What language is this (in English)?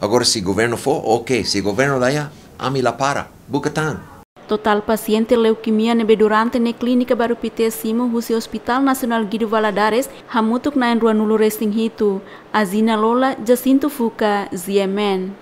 Tetum